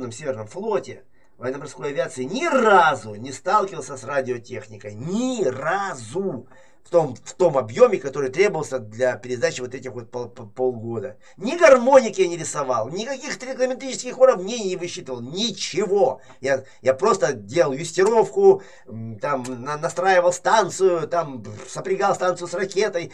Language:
Russian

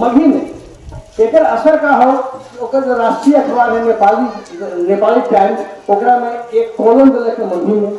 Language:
Magahi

